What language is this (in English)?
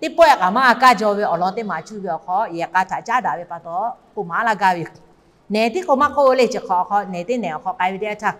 Lahu